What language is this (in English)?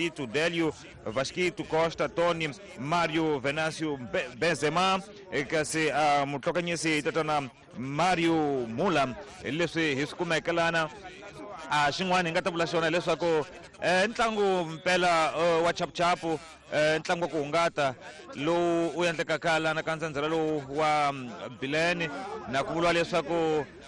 Tsonga